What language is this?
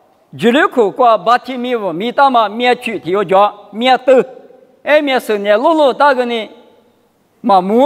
Lisu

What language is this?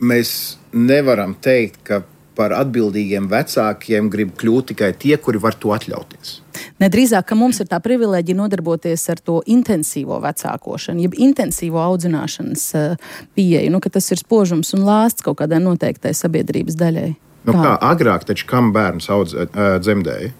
Latvian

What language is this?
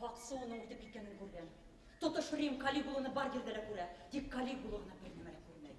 Bashkir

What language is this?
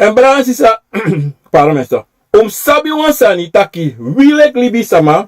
Sranan Tongo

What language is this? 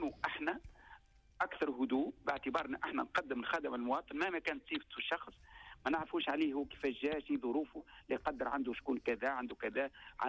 Tunisian Arabic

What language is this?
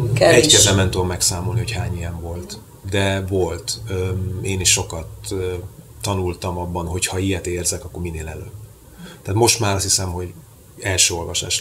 Hungarian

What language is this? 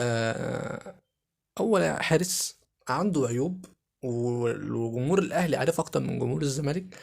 Egyptian Arabic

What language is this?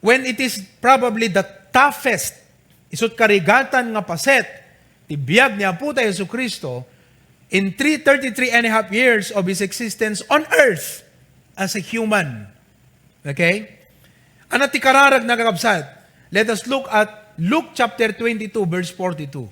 Iloko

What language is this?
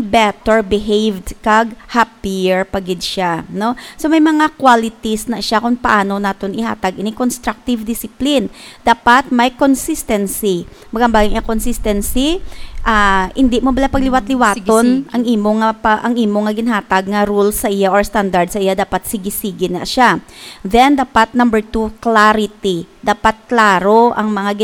Hiligaynon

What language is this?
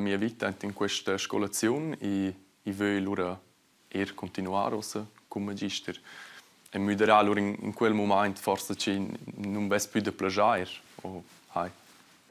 Romansh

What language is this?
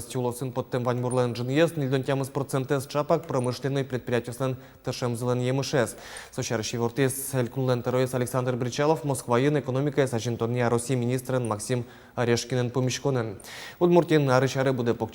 Udmurt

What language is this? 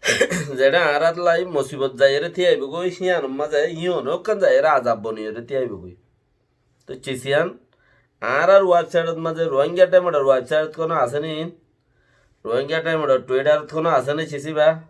Rohingya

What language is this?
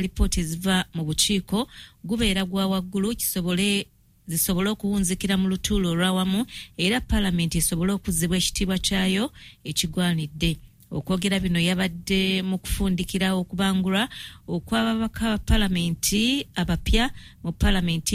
Ganda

